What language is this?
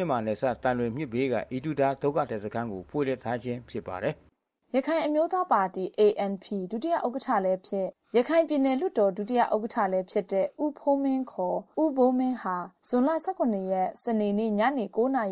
Burmese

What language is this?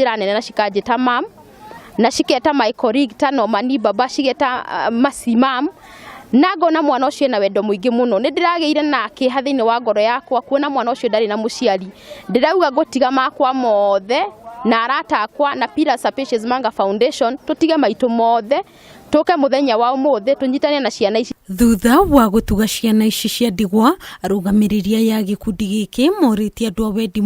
Kikuyu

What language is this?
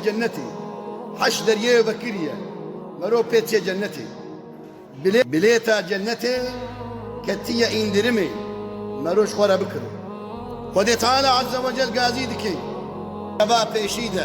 Kurdish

